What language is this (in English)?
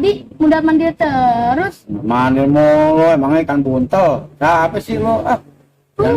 Betawi